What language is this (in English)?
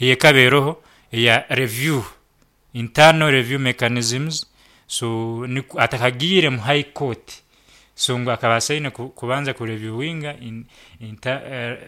Nyankole